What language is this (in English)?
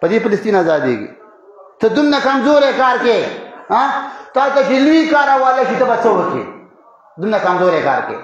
Pashto